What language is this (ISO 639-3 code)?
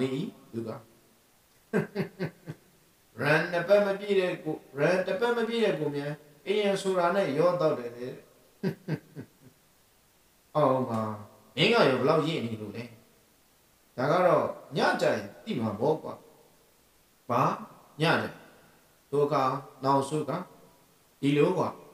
mya